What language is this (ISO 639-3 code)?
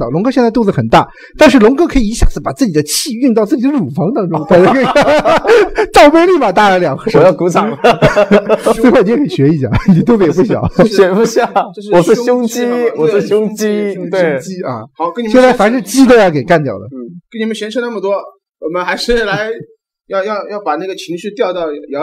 zho